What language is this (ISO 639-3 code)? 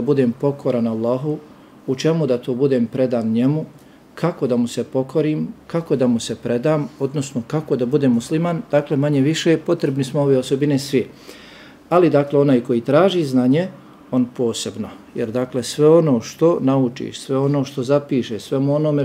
bos